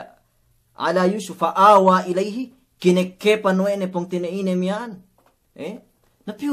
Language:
Yakan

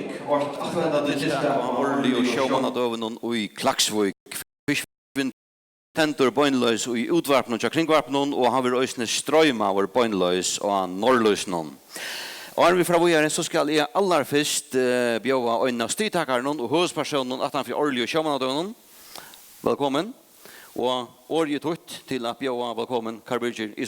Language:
Faroese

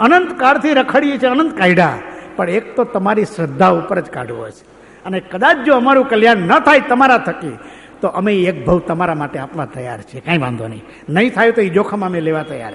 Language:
Gujarati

